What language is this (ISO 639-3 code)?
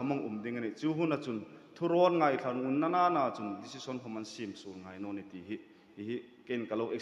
hmr